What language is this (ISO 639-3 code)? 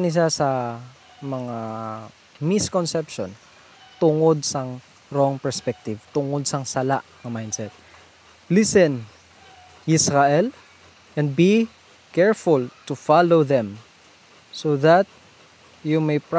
hil